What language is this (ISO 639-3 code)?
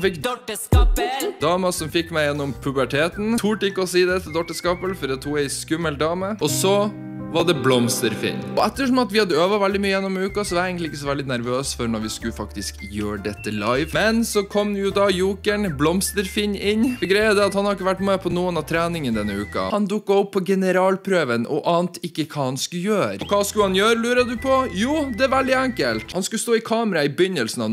nor